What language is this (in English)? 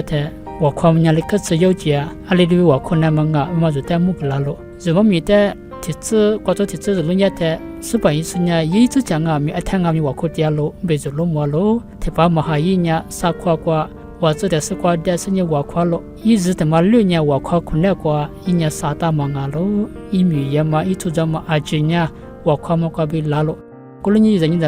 Lisu